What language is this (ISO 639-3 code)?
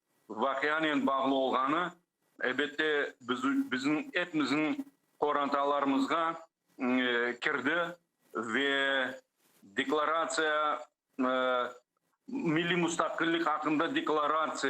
crh